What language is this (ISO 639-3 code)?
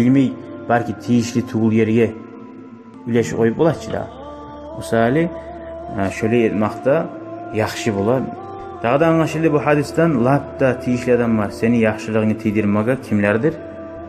kum